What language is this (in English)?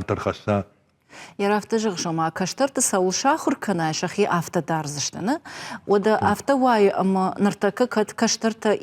Ossetic